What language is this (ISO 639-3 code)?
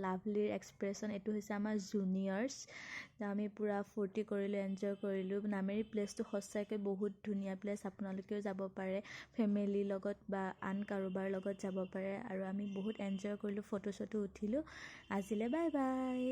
asm